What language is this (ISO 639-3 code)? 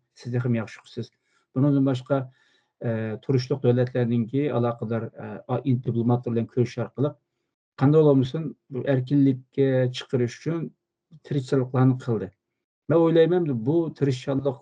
uig